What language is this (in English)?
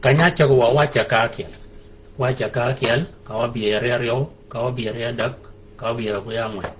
Shilluk